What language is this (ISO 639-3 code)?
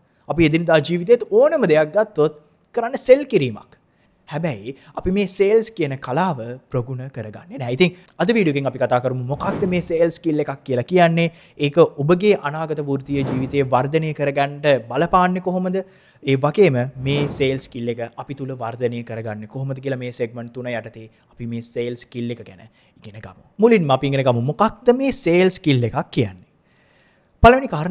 sin